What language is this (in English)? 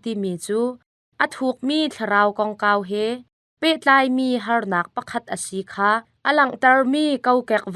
Hakha Chin